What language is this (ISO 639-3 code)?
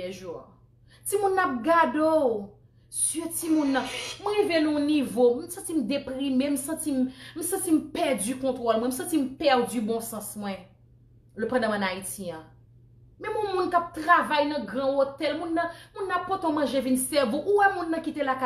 hat